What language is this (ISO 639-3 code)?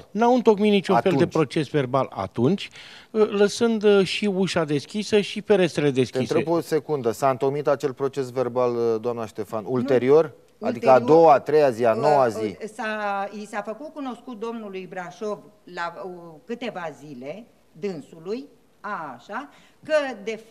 ron